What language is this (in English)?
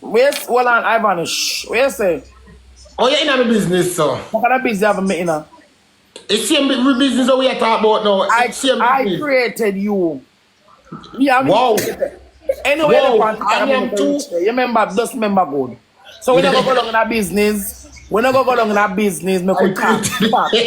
Jamaican Creole English